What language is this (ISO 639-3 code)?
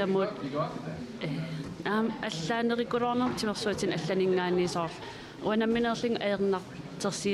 kal